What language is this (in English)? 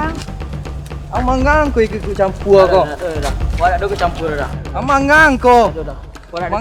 Minangkabau